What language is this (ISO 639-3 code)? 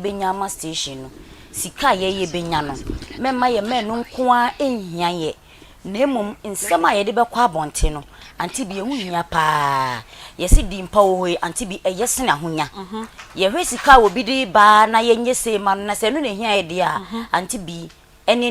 aka